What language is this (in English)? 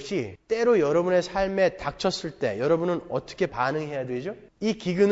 Korean